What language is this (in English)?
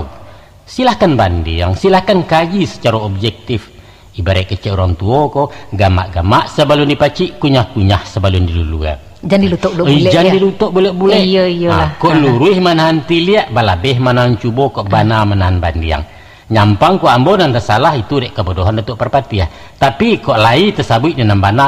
Minangkabau